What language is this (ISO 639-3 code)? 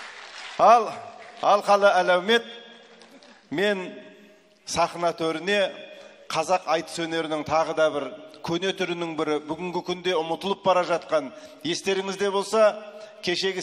kaz